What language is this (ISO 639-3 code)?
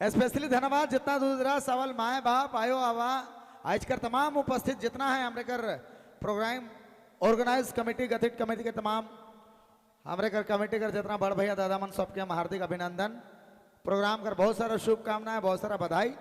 sck